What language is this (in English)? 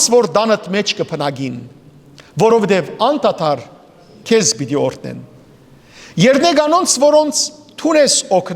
Western Armenian